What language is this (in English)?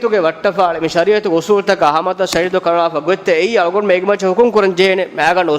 Divehi